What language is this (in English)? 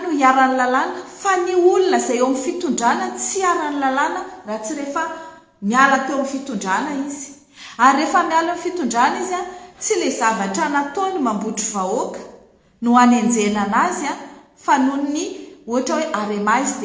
Malagasy